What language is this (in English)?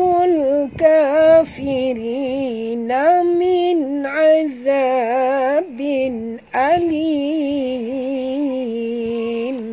Malay